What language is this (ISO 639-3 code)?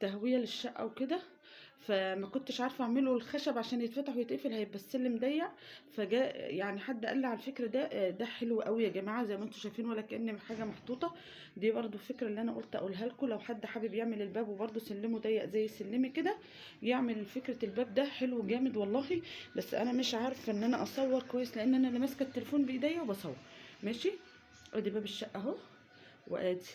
arz